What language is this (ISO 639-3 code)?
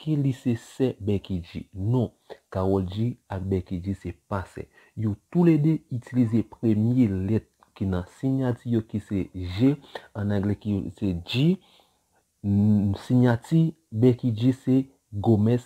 hat